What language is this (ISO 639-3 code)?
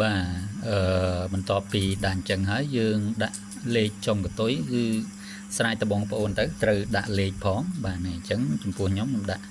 khm